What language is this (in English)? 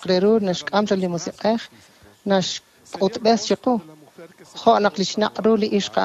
Kekchí